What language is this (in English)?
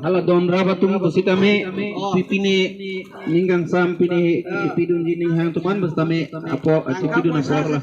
Karbi